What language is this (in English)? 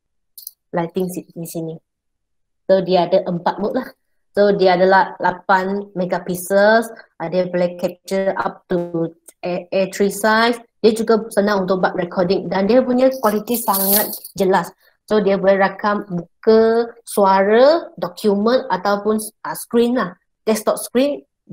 Malay